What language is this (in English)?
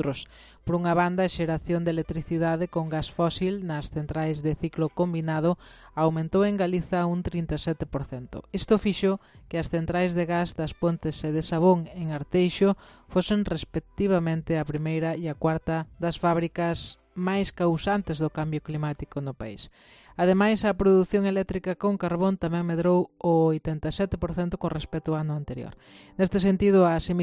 Galician